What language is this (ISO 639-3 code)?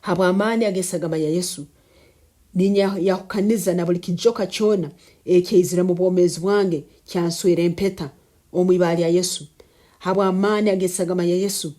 nyn